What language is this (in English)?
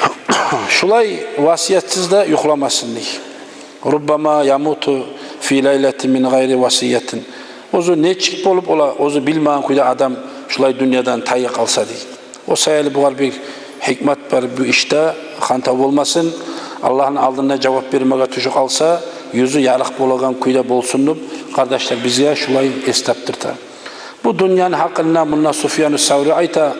Kumyk